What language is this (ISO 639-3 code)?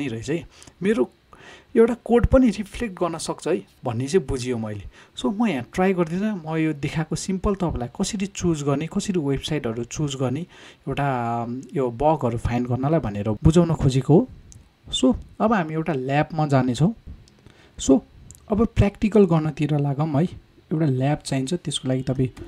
nep